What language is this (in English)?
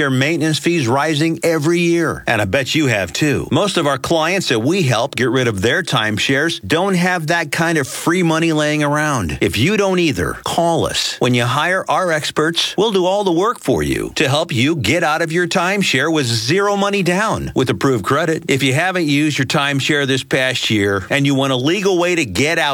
English